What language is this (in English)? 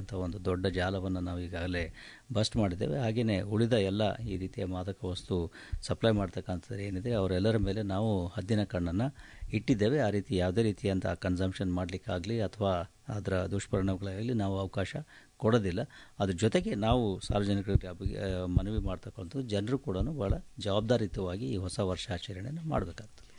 Kannada